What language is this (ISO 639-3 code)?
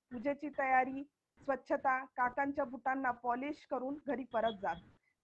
mar